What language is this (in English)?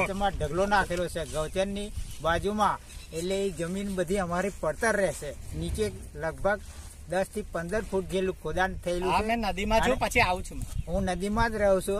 Gujarati